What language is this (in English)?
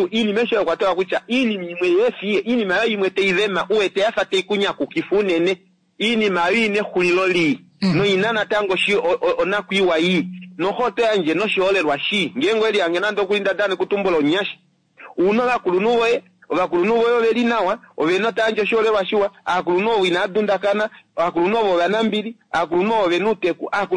Kuanyama